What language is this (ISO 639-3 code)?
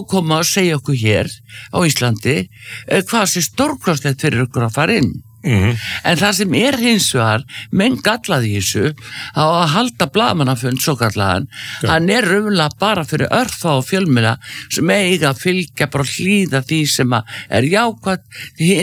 isl